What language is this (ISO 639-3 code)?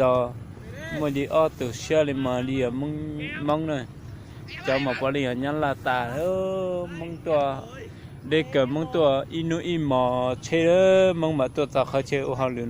hmn